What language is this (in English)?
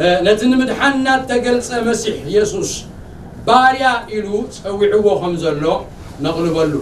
Tigrinya